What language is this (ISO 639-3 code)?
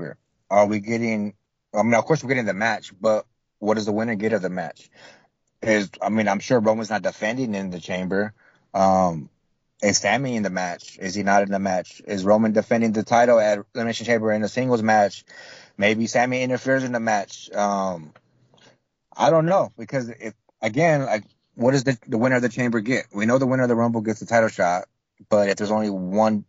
eng